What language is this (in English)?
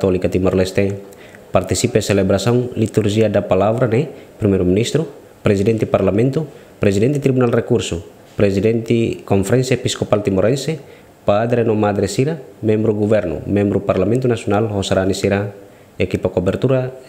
Tetum